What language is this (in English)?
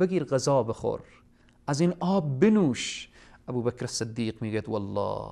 Persian